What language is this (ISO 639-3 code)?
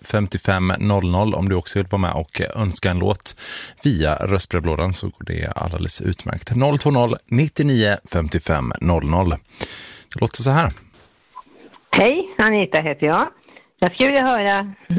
swe